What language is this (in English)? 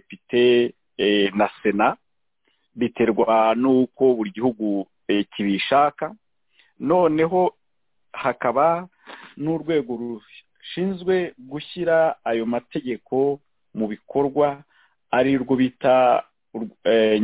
Kinyarwanda